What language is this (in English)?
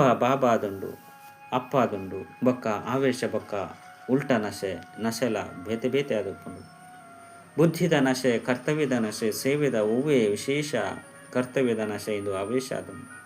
Tulu